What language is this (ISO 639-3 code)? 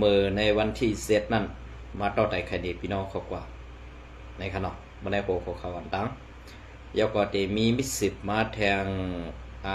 shn